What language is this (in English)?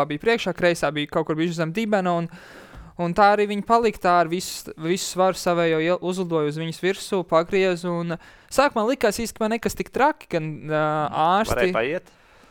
Latvian